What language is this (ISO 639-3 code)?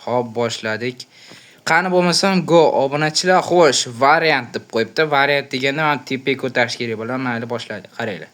uzb